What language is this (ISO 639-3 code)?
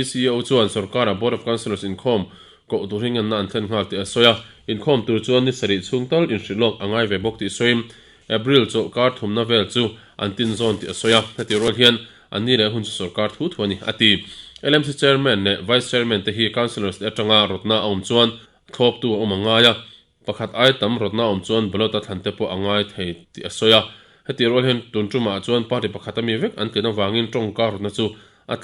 lus